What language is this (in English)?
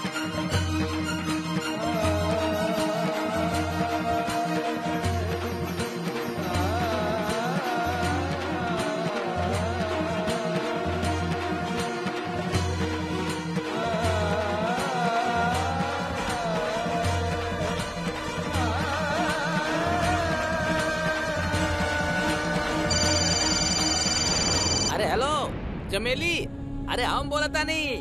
Bhojpuri